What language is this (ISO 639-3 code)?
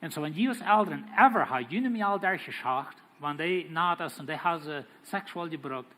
pdt